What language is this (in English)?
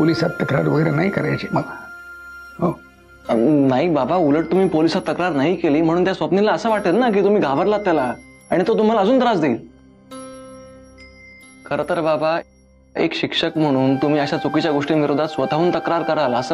Marathi